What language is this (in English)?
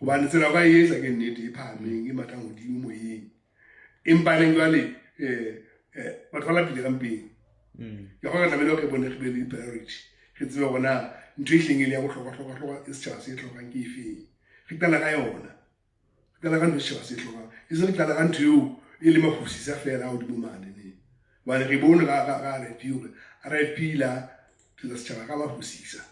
Southern Sotho